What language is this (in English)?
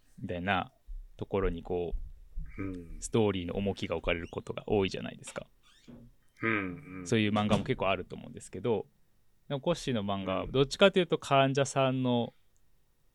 Japanese